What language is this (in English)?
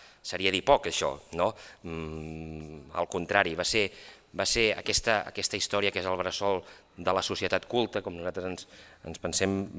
Catalan